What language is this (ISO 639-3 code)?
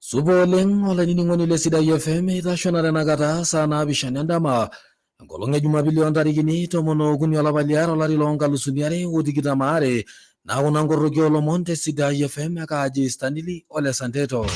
mas